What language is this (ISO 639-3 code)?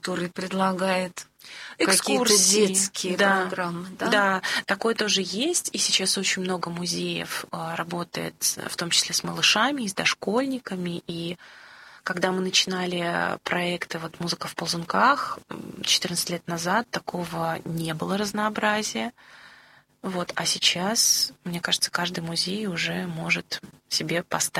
rus